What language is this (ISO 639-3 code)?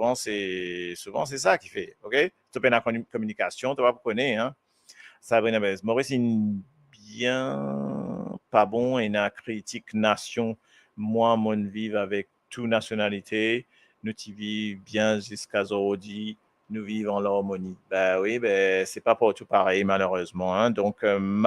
mfe